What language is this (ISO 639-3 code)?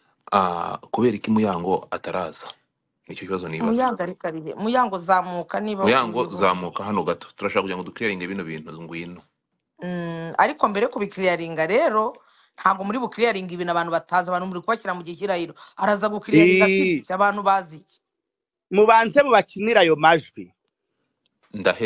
kin